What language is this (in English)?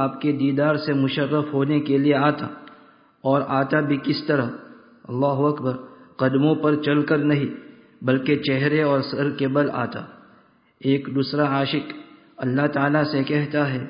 Urdu